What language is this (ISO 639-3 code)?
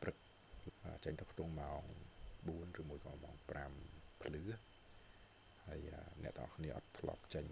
khm